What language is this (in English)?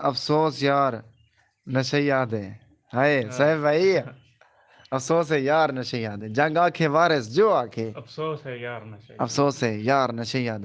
Saraiki